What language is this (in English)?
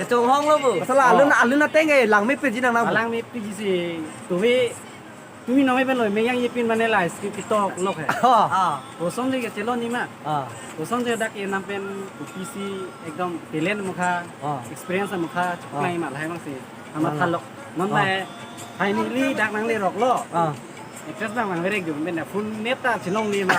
Karbi